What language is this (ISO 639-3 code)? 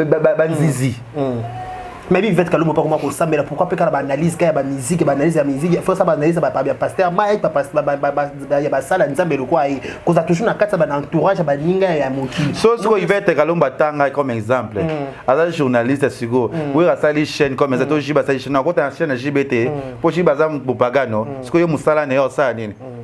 lin